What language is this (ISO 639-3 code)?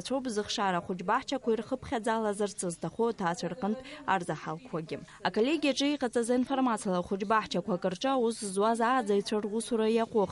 abk